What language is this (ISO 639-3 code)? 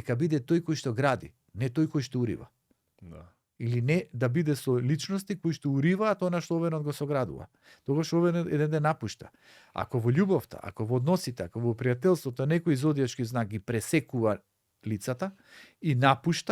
mkd